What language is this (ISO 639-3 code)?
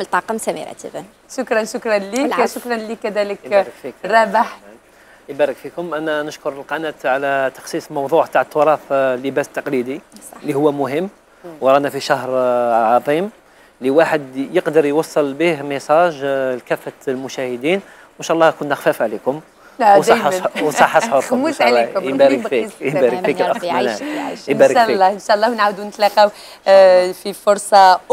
arq